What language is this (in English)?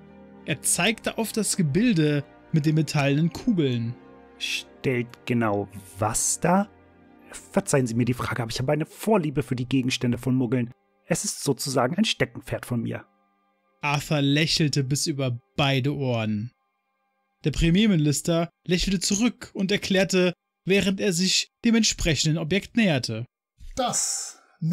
German